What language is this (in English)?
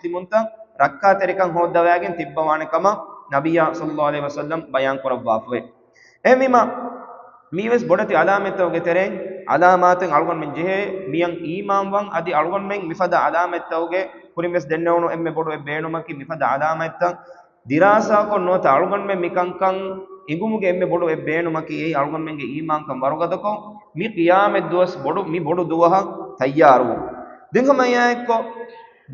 Divehi